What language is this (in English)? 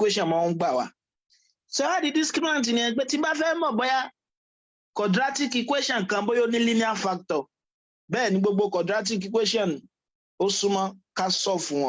Yoruba